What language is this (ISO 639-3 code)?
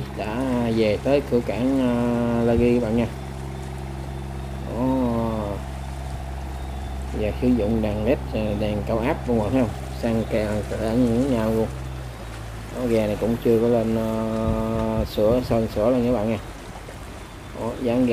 vie